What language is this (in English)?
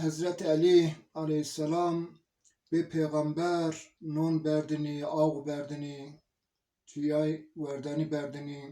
Zaza